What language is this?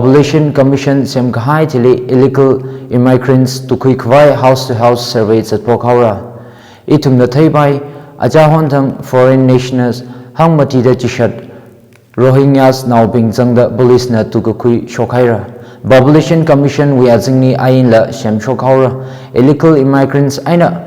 Tangkhul Naga (India)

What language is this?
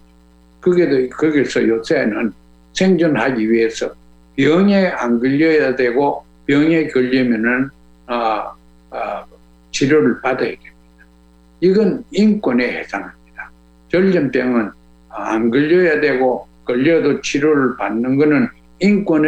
Korean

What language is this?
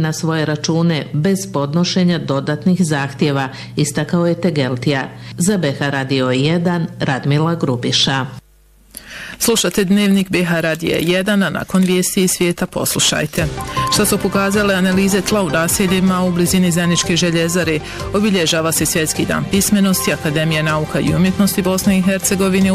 Bosnian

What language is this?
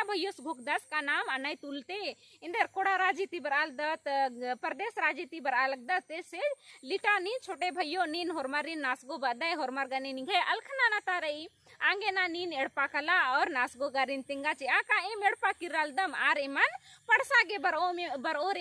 Kurukh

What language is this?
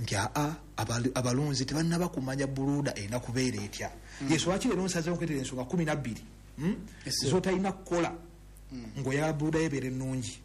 Ganda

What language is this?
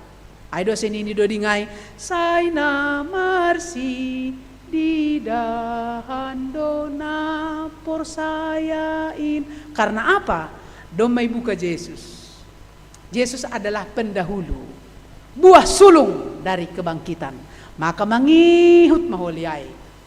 Batak Simalungun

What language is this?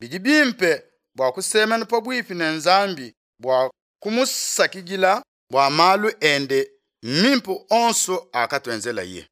Luba-Lulua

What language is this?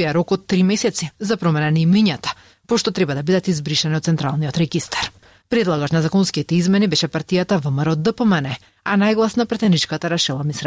Macedonian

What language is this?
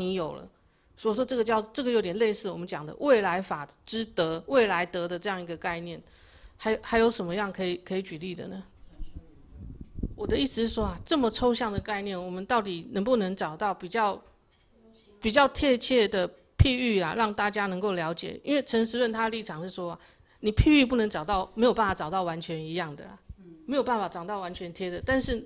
Chinese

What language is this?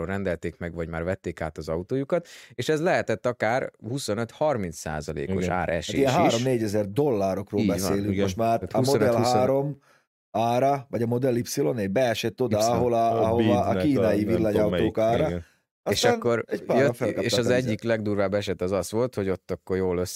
Hungarian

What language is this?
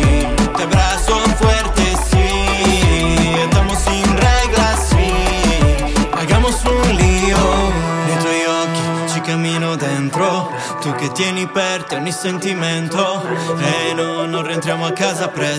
Italian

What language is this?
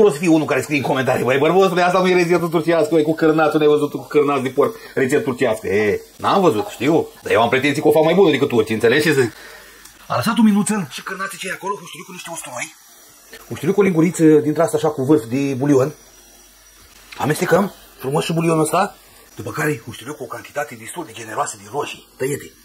Romanian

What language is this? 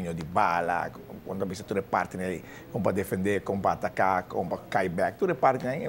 Papiamento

